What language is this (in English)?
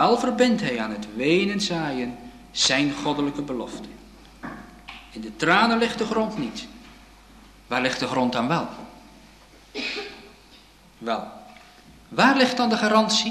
Dutch